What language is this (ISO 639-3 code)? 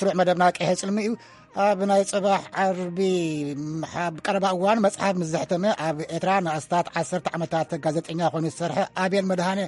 tir